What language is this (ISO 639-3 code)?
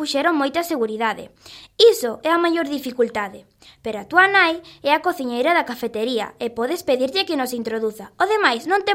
glg